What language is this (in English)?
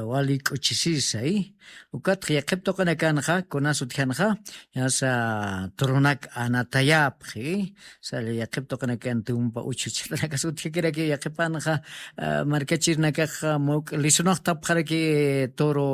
Aymara